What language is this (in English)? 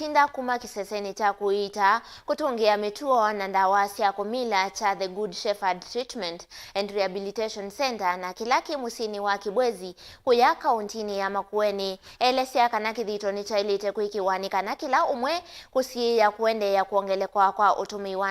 Kamba